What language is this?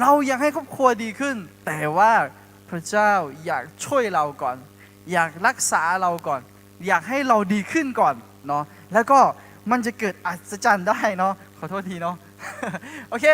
Akha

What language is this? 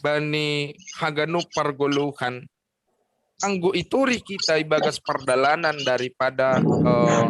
Batak Simalungun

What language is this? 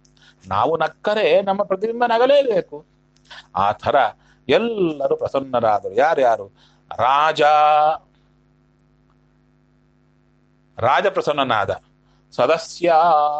Kannada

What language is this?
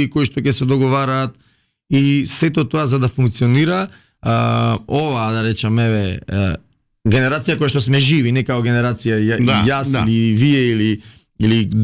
Macedonian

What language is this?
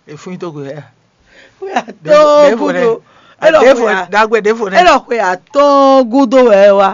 Fon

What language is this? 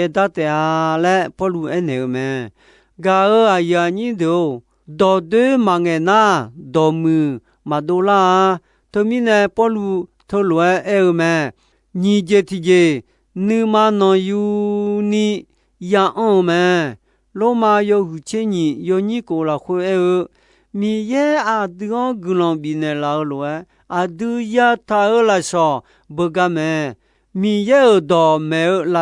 Akha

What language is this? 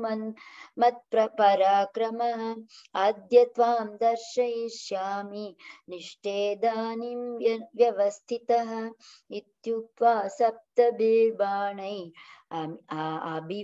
Sanskrit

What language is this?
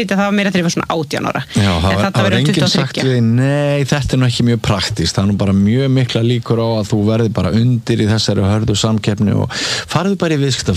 Icelandic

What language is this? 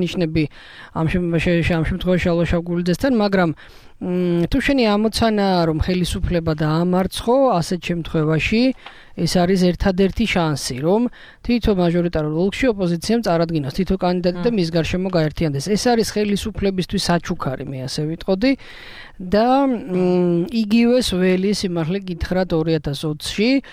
Georgian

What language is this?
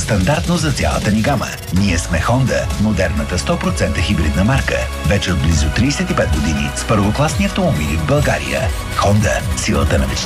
Bulgarian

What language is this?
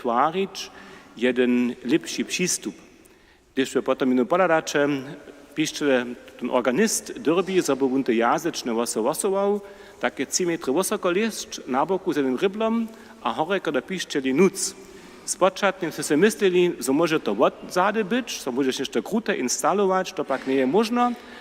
Upper Sorbian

